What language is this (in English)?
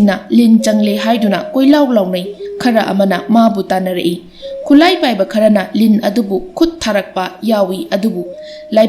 Manipuri